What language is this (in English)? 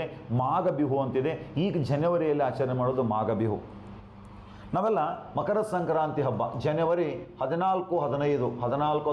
Kannada